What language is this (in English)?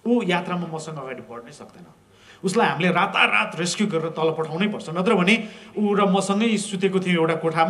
Nepali